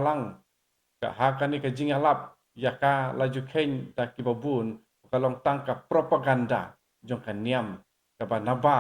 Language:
Khasi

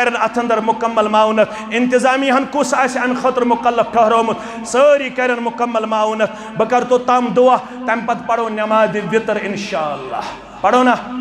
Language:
Kashmiri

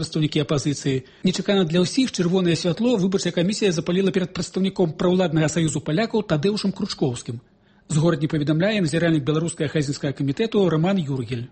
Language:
Belarusian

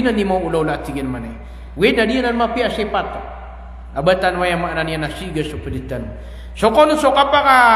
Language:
Maranao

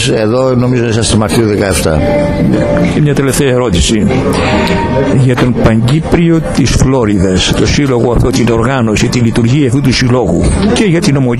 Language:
Greek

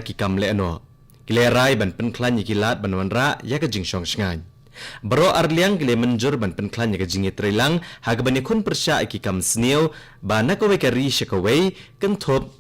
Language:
Khasi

